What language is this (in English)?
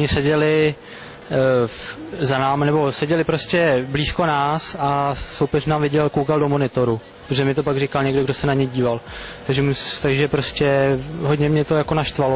Czech